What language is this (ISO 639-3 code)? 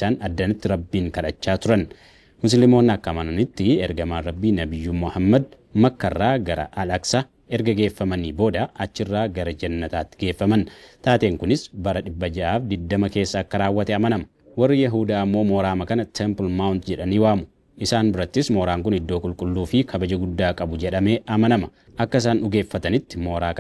orm